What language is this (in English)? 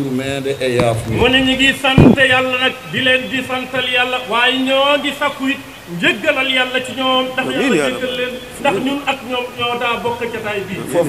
Wolof